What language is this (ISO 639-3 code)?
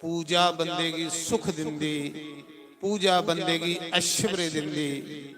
doi